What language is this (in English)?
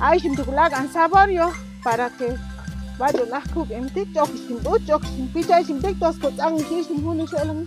Chuj